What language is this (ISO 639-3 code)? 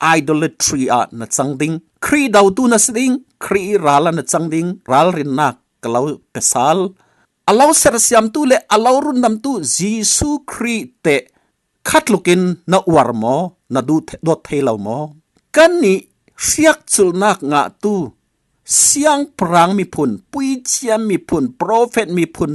cfm